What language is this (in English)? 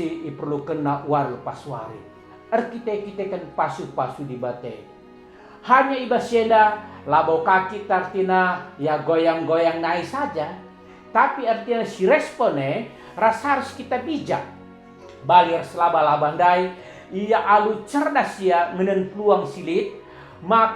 Batak Karo